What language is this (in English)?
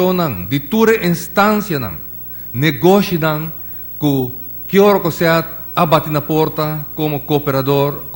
Papiamento